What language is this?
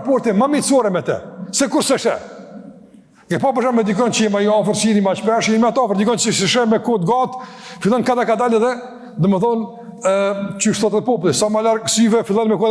Albanian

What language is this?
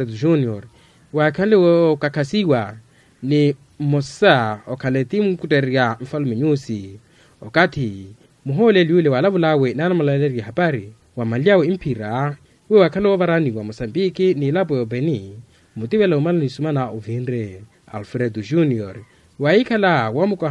Makhuwa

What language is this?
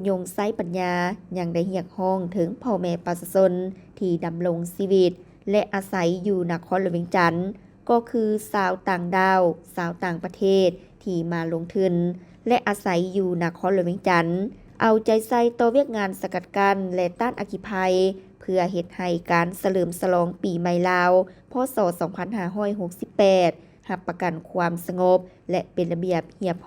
Lao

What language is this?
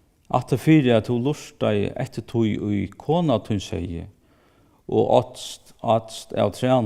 Faroese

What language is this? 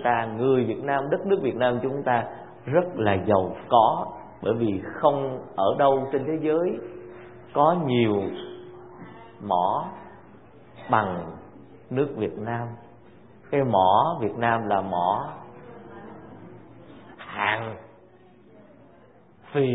Vietnamese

